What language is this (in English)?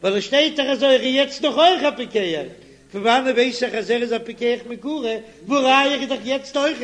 Yiddish